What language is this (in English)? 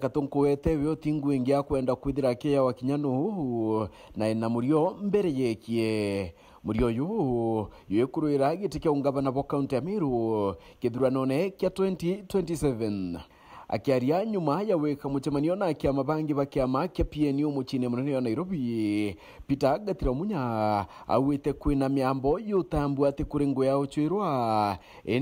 Meru